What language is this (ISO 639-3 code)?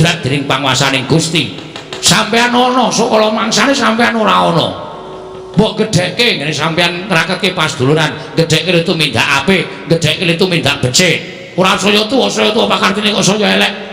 jav